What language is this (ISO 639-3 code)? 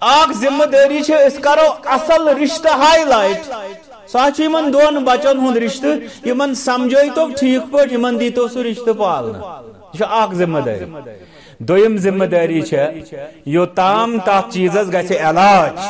kas